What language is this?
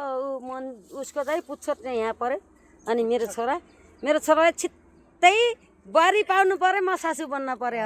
Nepali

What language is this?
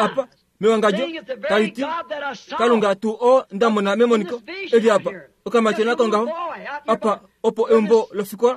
Kuanyama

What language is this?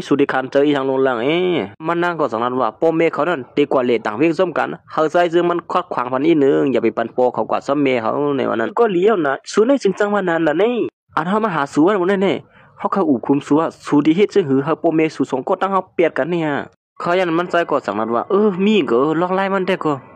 Shan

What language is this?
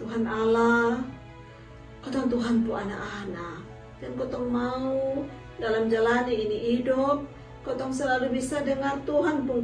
Kupang Malay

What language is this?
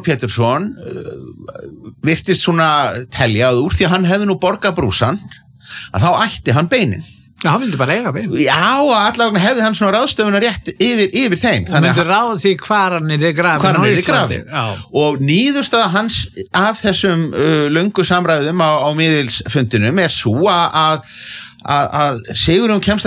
Icelandic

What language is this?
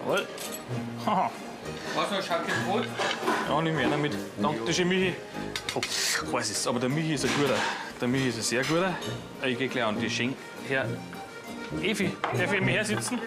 Bavarian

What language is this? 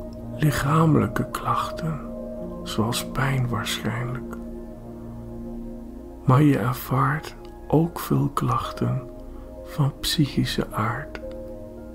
Dutch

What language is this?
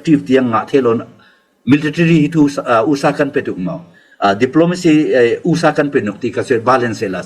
Falam Chin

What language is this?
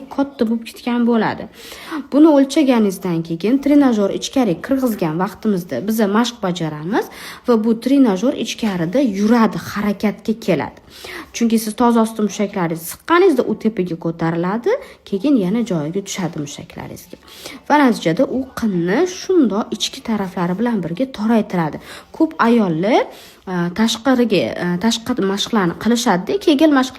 Uzbek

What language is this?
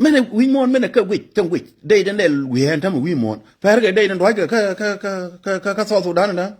Nuer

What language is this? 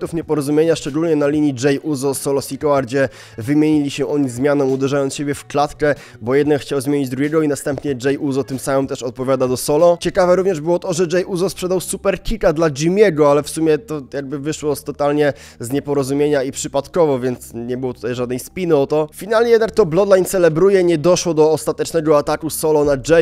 Polish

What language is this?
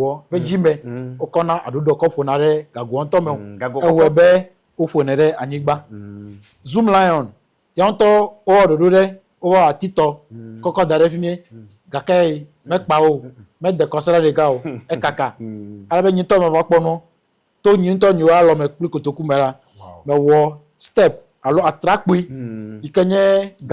Ewe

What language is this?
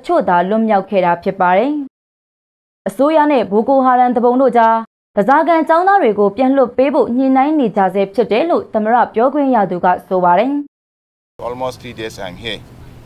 Burmese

